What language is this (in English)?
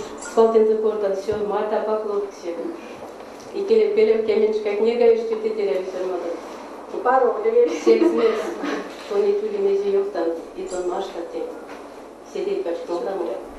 Erzya